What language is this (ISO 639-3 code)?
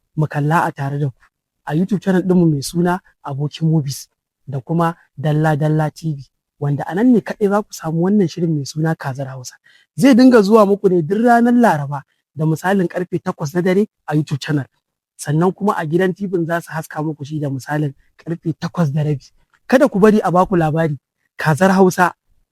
hau